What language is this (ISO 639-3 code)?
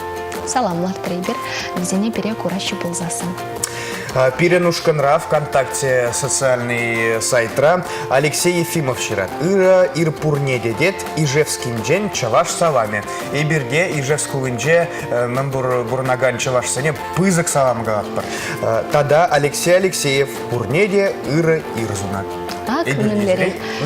chv